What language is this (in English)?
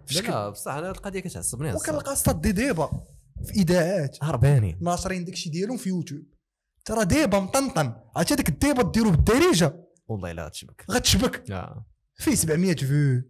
Moroccan Arabic